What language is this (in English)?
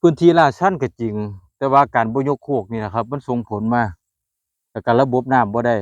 Northeastern Thai